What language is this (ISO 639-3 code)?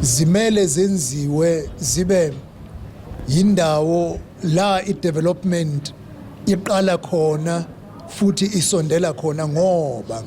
zul